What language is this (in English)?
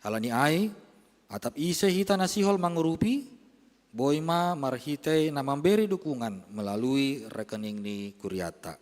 Batak Simalungun